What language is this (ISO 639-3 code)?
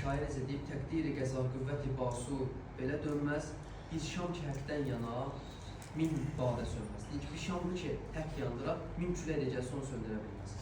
aze